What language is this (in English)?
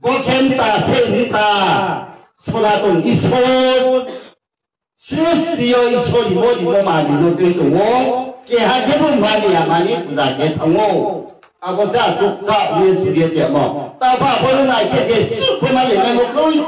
Riang (India)